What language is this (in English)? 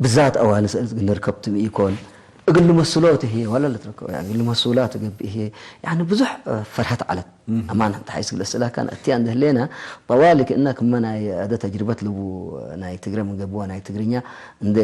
Tigre